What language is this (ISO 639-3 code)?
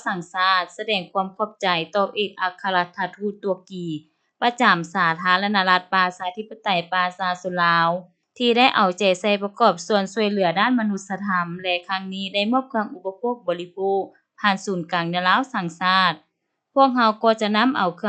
lao